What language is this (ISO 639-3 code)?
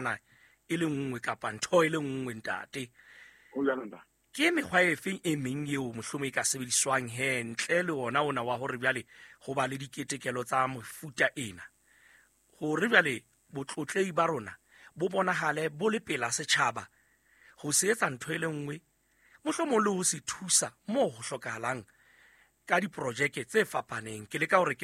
sot